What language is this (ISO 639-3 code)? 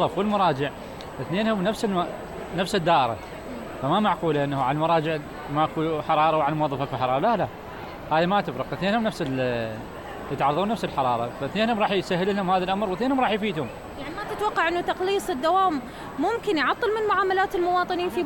acm